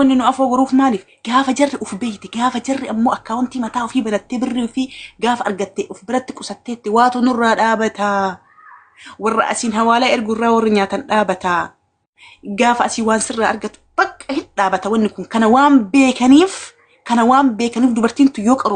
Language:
Oromo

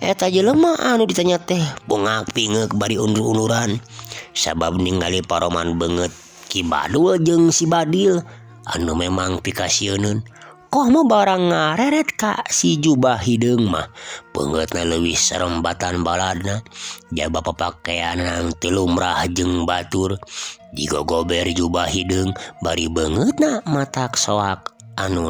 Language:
Sundanese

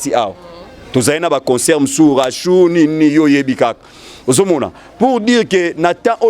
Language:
Lingala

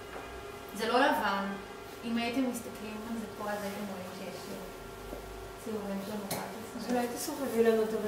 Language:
Hebrew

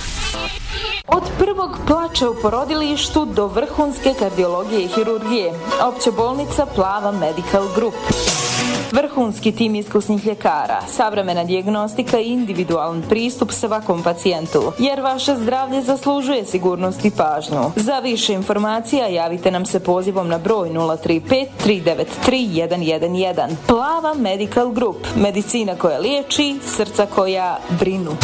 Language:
Bosnian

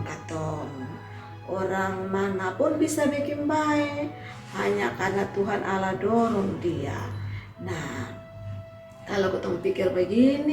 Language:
Kupang Malay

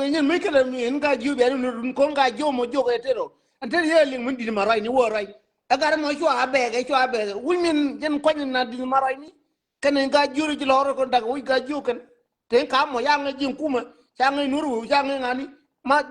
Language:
Nuer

